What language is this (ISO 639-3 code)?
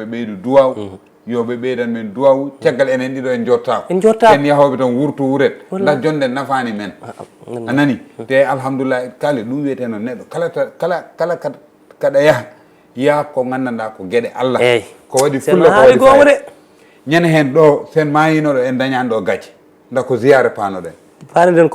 ful